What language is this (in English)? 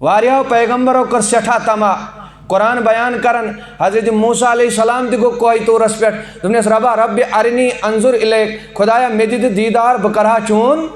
Kashmiri